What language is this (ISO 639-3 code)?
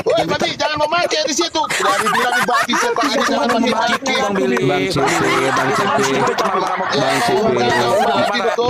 ind